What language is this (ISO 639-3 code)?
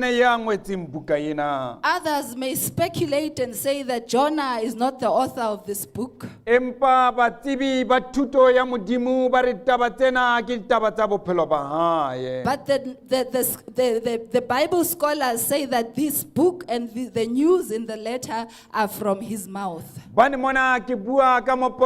sot